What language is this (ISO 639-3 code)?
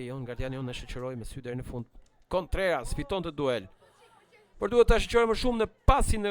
sqi